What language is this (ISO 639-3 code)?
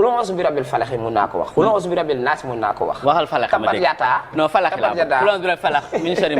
wol